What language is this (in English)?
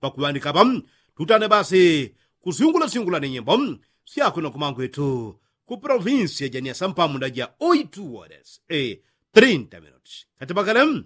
Yao